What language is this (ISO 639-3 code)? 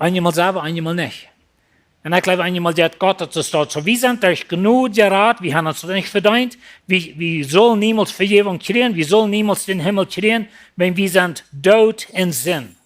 pdt